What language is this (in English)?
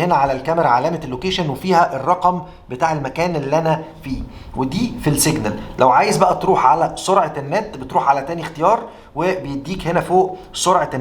Egyptian Arabic